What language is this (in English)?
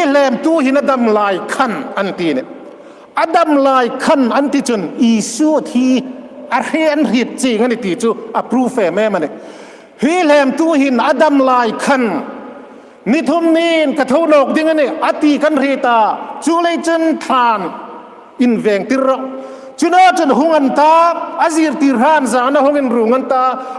Hmar